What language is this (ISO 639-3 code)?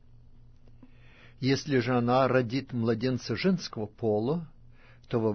rus